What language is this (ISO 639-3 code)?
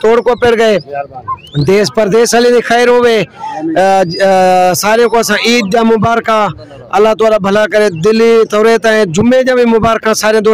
skr